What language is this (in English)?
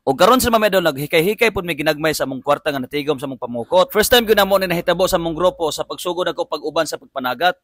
Cebuano